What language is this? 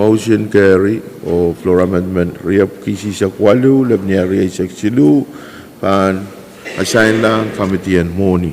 Pohnpeian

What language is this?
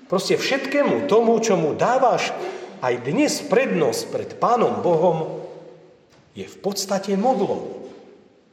Slovak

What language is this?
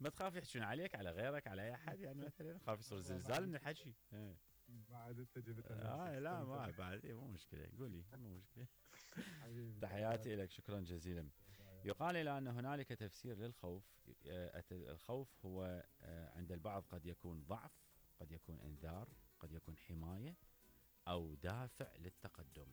Mesopotamian Arabic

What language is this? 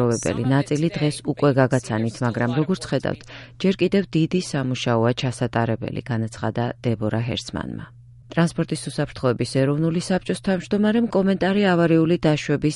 Georgian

